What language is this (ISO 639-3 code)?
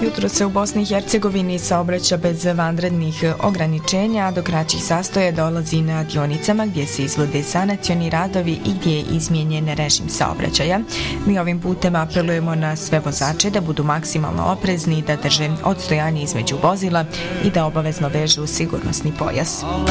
bos